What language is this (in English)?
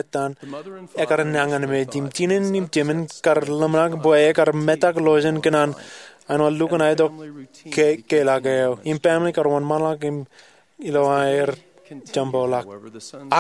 Marshallese